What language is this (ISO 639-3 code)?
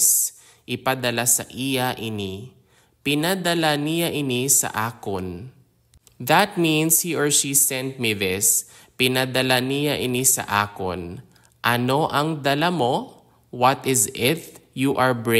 hil